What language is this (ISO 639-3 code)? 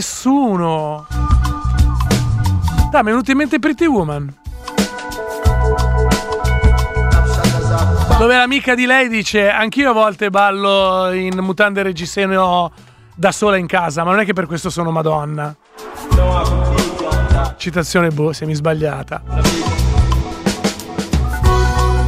ita